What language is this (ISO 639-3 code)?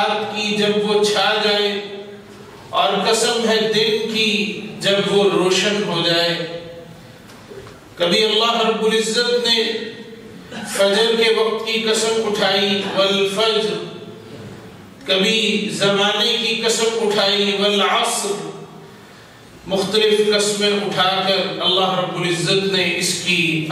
urd